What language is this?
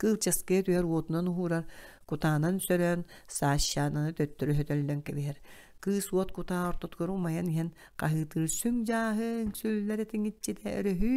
Yakut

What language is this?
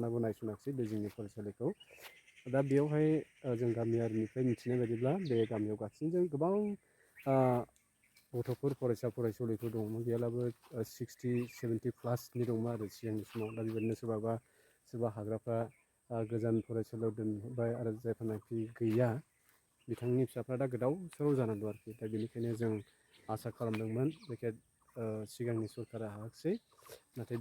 Bodo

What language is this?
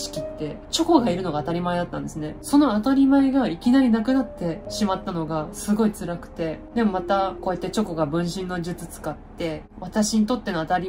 Japanese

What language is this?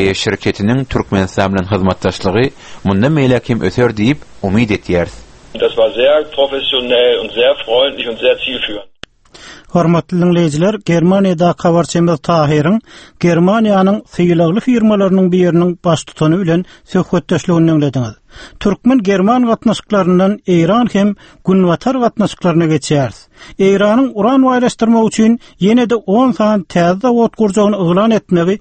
Turkmen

